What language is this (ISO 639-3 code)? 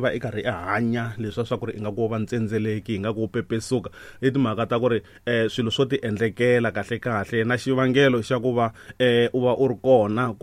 tso